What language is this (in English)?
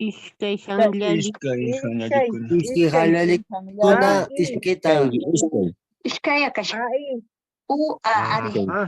Quechua